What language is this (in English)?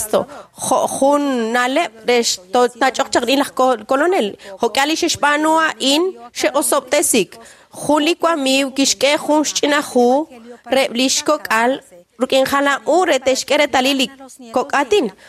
Kekchí